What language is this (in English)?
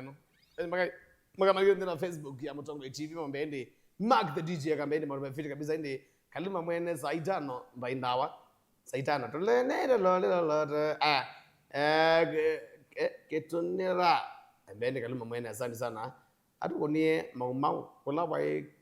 Kamba